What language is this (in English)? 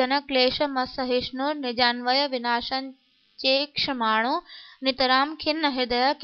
Sanskrit